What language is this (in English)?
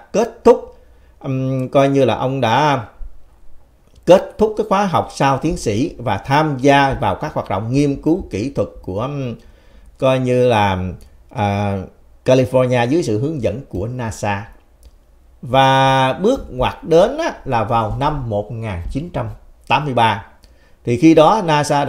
Vietnamese